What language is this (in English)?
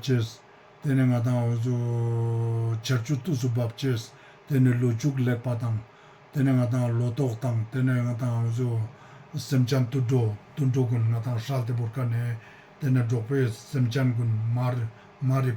Ladakhi